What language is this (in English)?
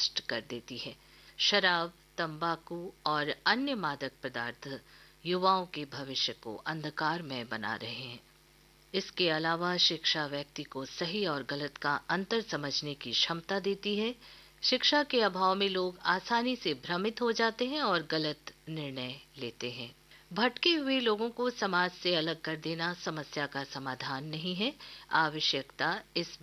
Hindi